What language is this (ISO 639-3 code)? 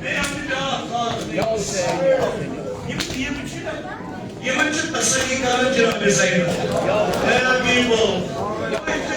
kas